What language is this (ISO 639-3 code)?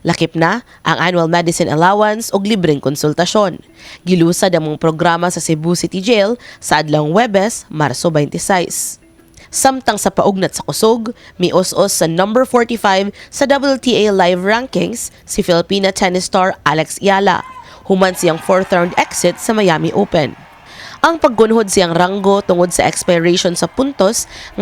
ceb